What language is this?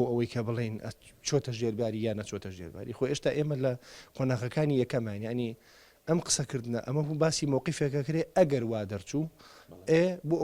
Central Kurdish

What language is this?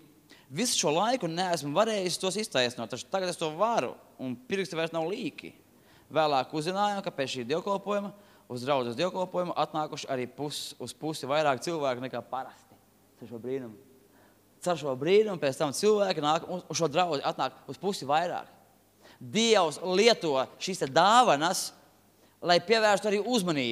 Latvian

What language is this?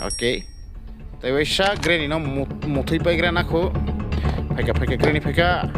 Kok Borok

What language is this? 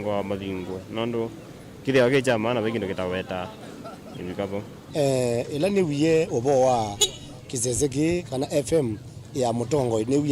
Kamba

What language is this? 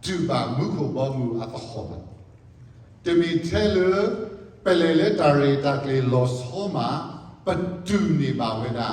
S'gaw Karen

